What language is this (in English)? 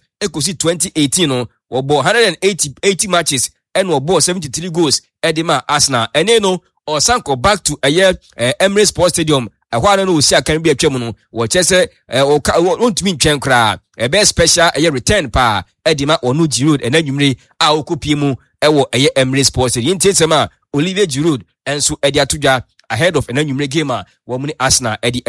Akan